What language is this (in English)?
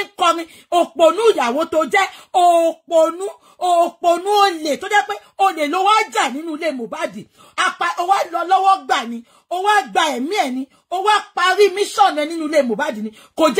Yoruba